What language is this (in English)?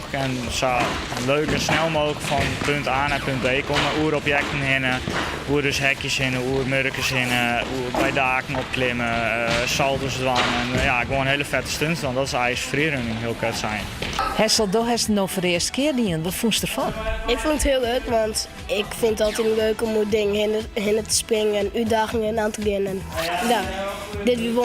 Western Frisian